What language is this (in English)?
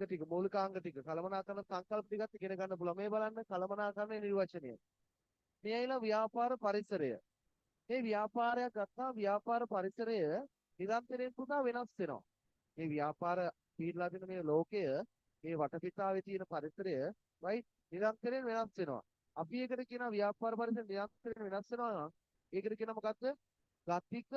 Sinhala